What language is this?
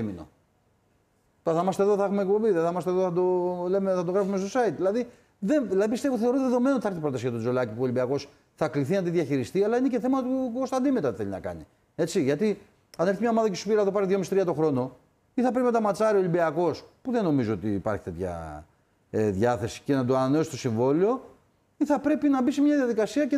Greek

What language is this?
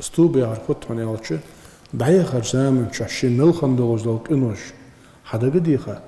Ingush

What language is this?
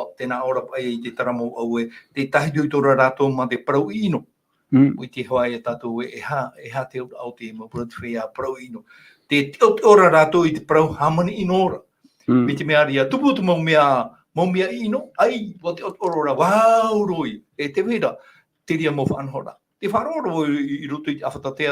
Tahitian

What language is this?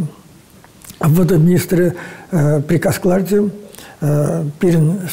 Chuvash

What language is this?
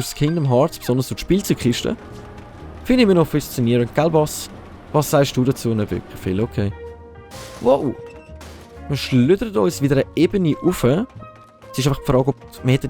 Swiss German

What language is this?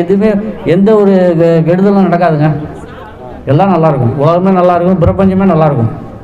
Tamil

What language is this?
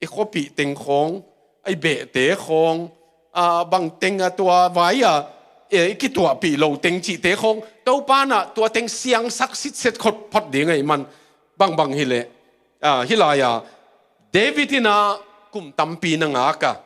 Tedim Chin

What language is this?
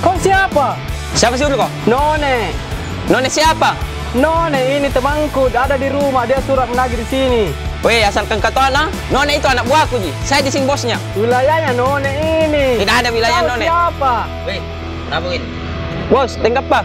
Makassar Malay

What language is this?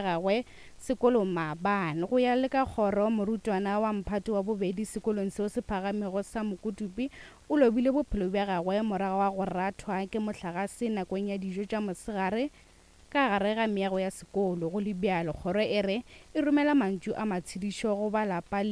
Northern Sotho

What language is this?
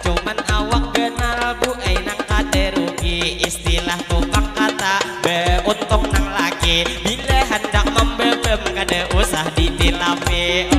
Banjar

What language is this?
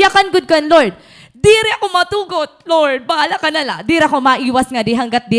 Waray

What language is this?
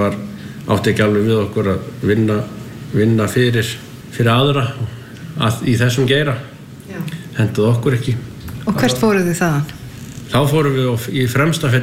Icelandic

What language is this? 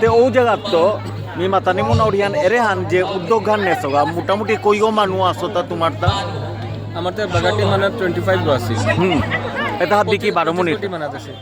Bishnupriya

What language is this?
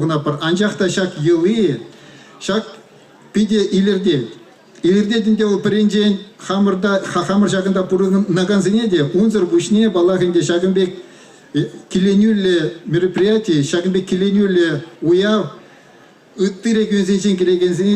Chuvash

